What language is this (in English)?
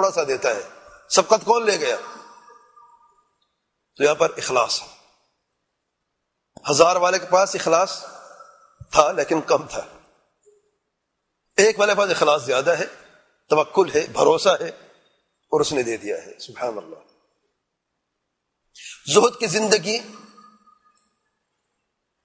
Urdu